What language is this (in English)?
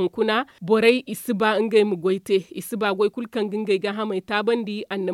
Zarma